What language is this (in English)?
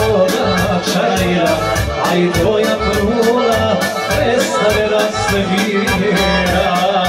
Serbian